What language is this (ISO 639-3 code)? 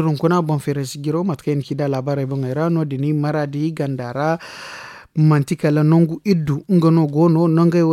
dje